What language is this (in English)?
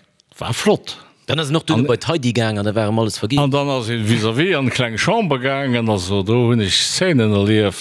Luxembourgish